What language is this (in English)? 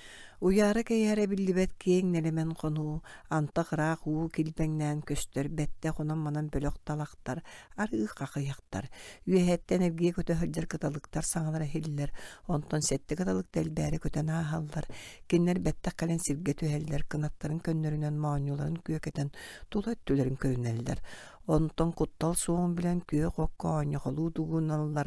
Yakut